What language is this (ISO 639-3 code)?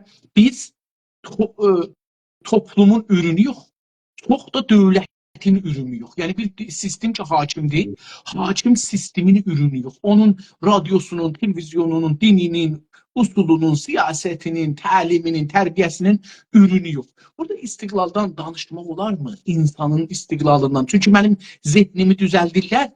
azb